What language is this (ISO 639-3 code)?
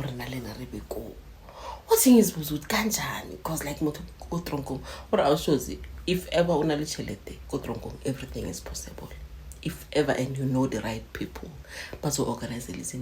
zul